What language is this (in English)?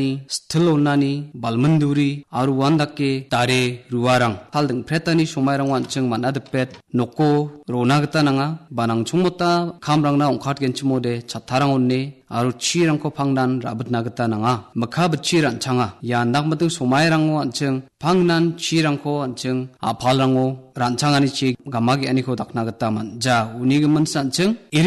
Garo